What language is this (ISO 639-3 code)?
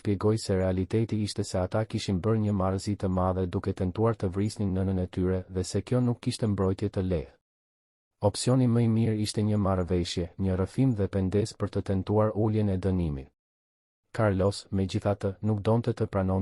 sqi